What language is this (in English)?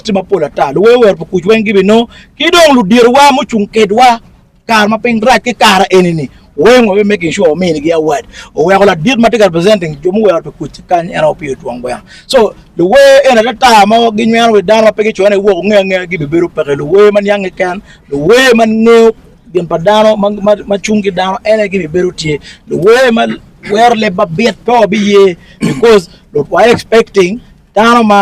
Acoli